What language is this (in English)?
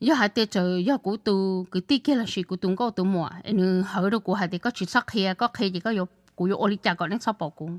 Hmong